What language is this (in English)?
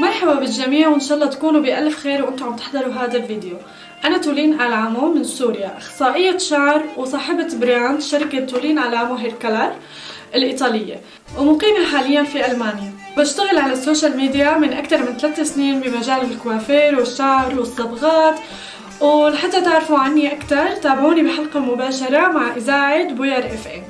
North Levantine Arabic